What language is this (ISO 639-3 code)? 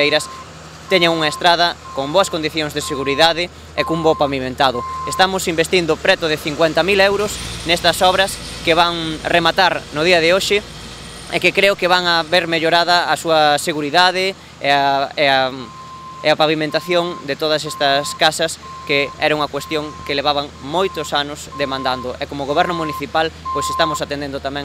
glg